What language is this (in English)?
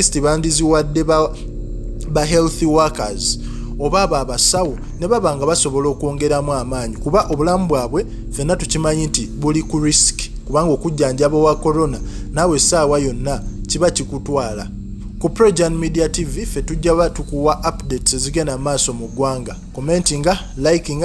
Ganda